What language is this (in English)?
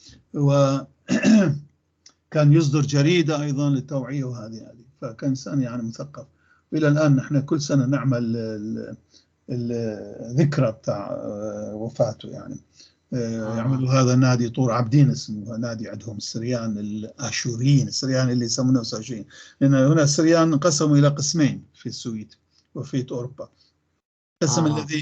North Levantine Arabic